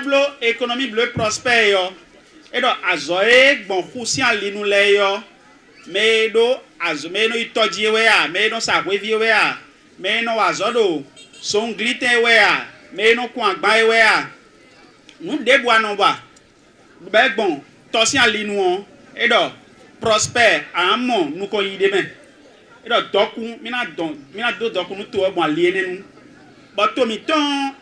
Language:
Fon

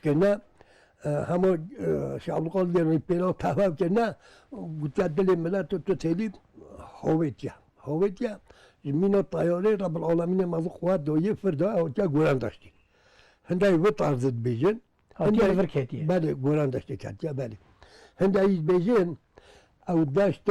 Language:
Kurdish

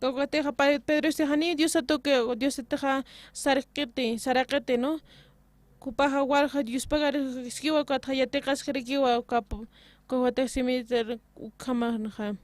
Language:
Aymara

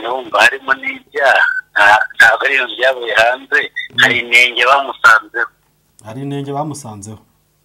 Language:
Kinyarwanda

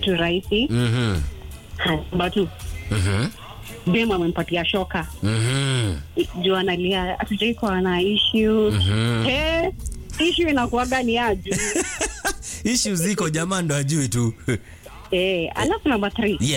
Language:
Swahili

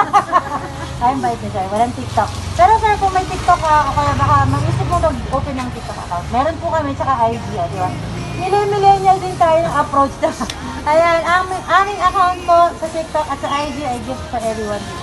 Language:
Filipino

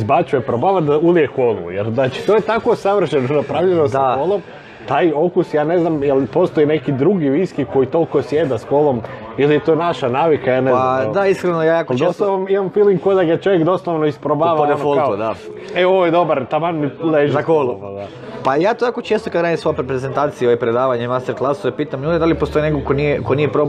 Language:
Croatian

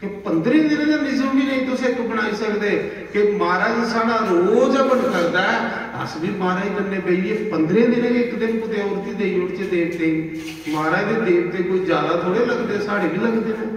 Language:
Dogri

